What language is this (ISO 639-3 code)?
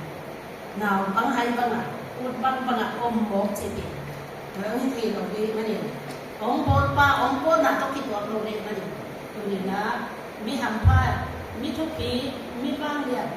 ctd